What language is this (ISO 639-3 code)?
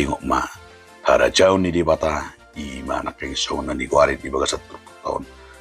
bbc